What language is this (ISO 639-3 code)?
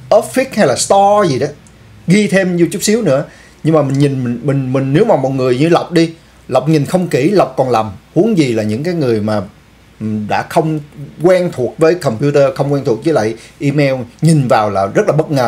vie